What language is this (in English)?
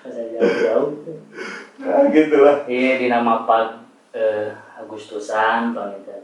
Sundanese